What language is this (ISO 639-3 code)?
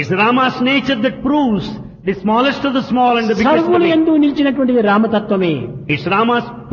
tel